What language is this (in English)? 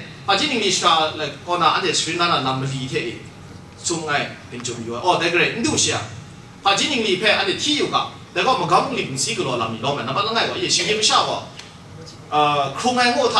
Kachin